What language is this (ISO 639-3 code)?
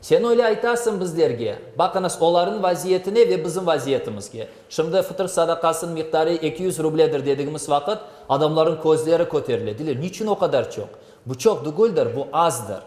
crh